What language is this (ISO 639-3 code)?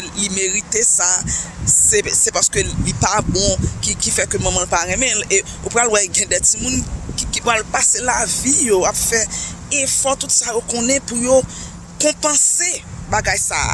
hat